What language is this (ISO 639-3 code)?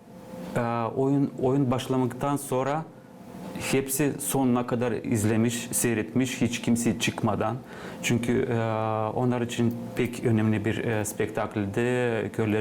gag